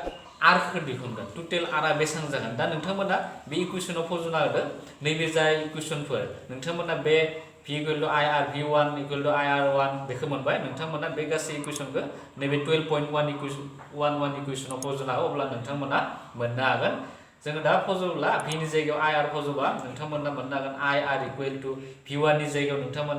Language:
Bodo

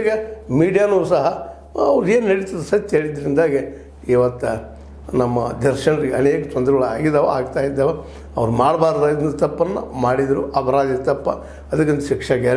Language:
Kannada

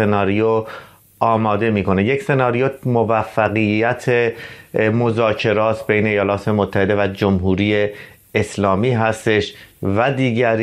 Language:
Persian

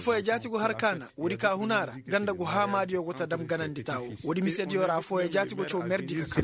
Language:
Koyraboro Senni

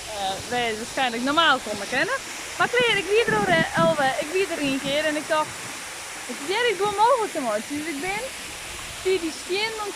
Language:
Western Frisian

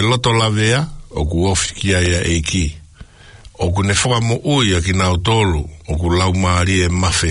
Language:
Tongan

